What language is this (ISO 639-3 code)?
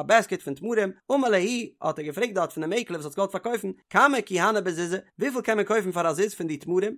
yid